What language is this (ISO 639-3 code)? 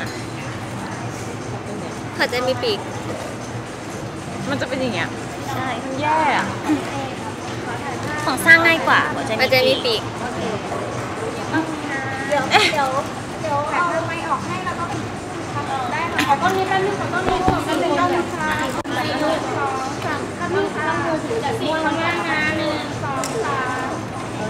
tha